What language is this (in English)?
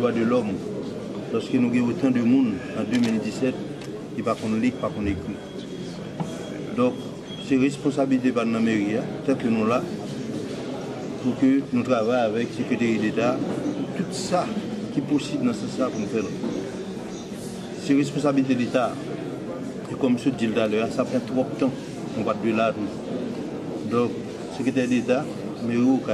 French